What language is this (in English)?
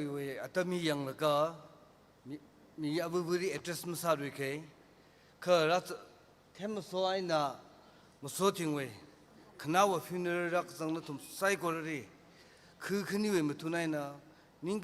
Tangkhul Naga (India)